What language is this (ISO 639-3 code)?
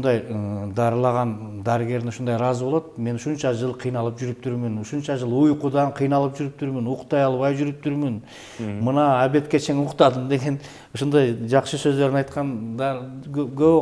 kir